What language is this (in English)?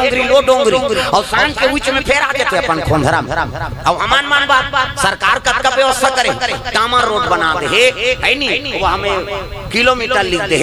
Chhattisgarhi